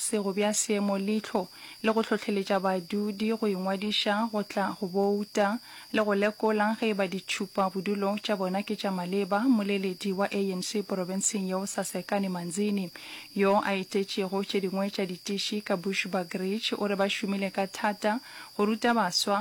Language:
Northern Sotho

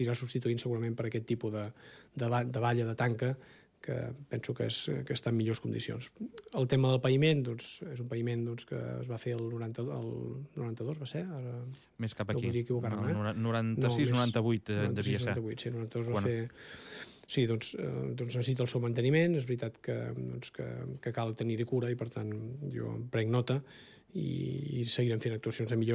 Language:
Catalan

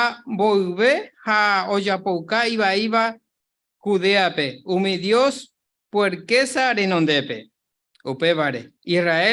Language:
Guarani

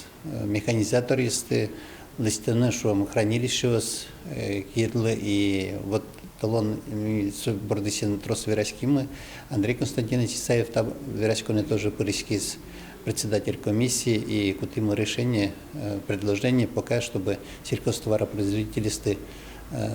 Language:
Udmurt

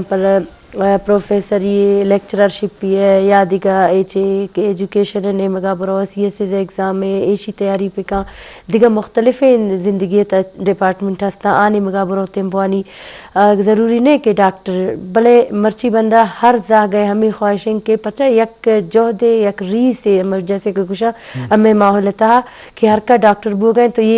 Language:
Baluchi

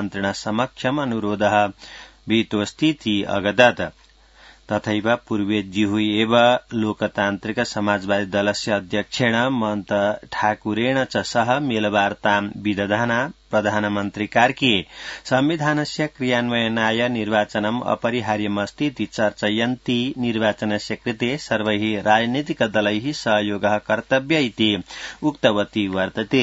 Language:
Sanskrit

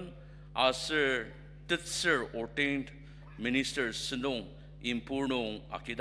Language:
Ao Naga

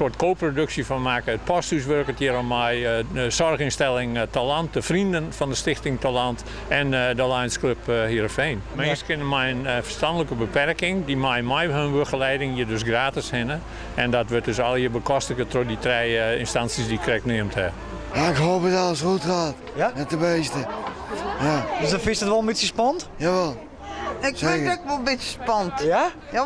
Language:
Western Frisian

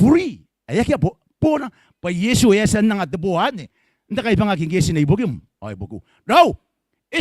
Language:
Gilbertese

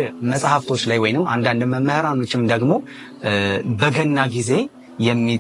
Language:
Amharic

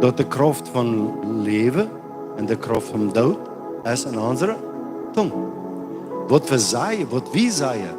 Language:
Plautdietsch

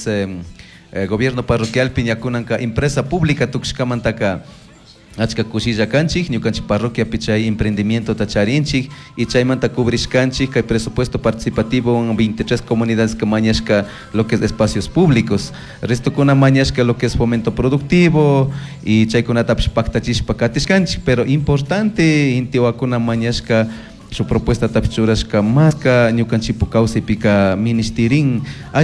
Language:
Chimborazo Highland Quichua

